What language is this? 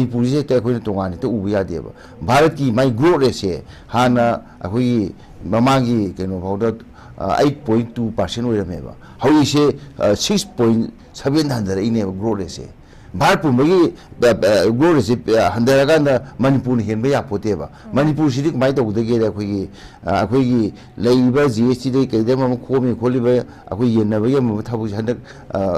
Manipuri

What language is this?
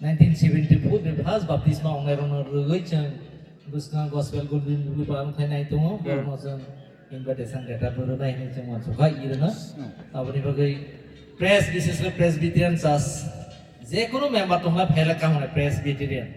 Kok Borok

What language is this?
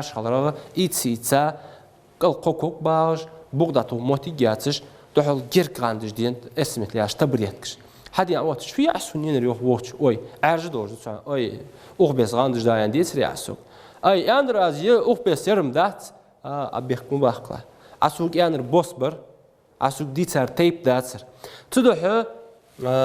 Ingush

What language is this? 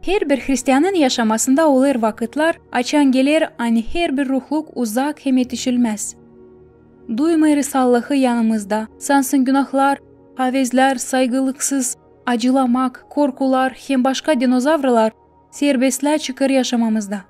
Gagauz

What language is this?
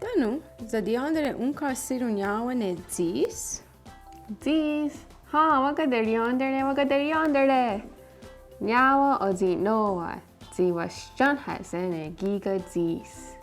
Mohawk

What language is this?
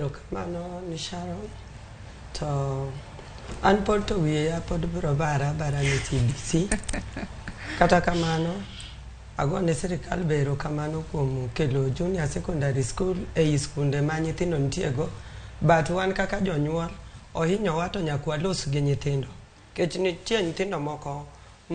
Luo (Kenya and Tanzania)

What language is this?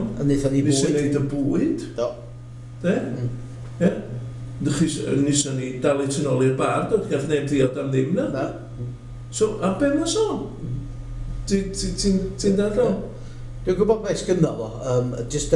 Welsh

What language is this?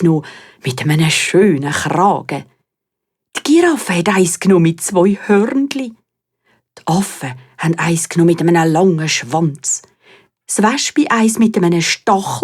Swiss German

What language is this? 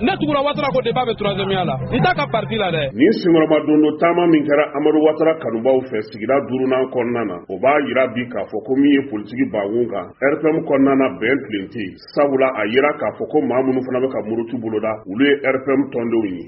Bambara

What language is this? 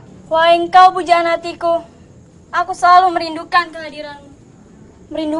Indonesian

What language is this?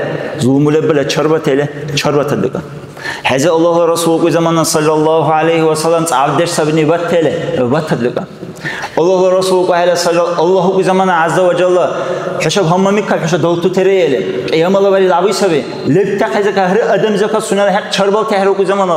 Dargwa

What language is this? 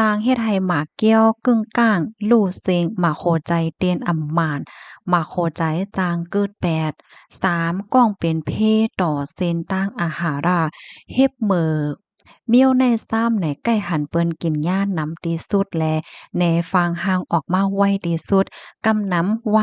Shan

